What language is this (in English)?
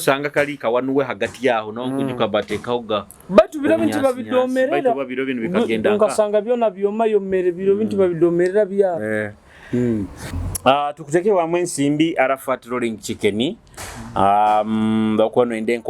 Nyoro